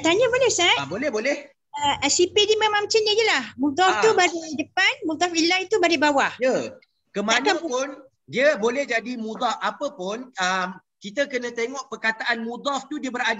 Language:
Malay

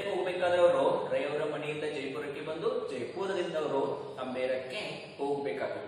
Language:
Kannada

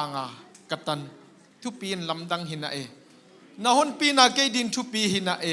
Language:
Tedim Chin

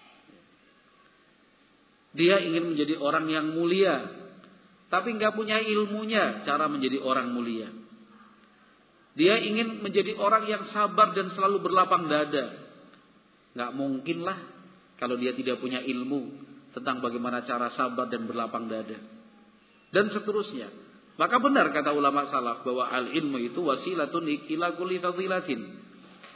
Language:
Indonesian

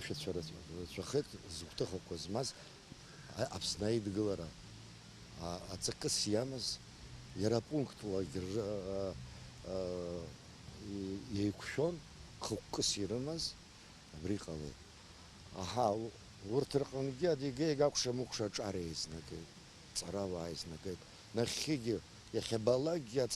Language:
Abkhazian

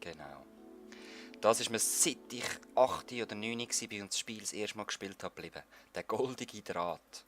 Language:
Swiss German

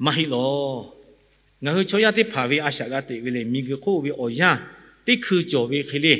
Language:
Lahu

